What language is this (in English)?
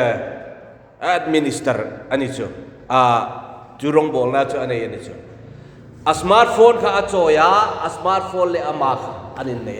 Hmar